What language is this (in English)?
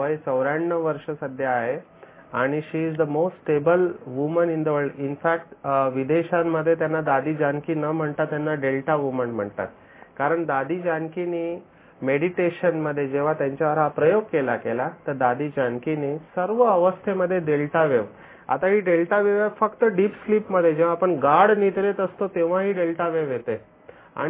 Marathi